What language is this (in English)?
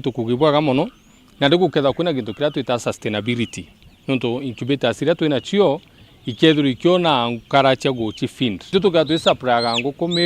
Meru